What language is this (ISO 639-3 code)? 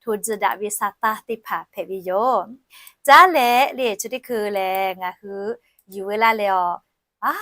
lhu